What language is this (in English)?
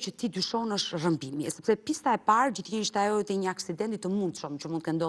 Albanian